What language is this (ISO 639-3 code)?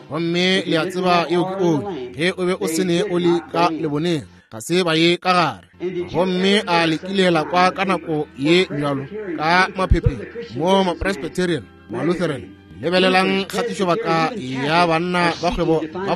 nso